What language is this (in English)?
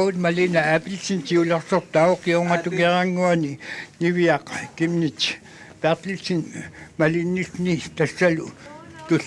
Kalaallisut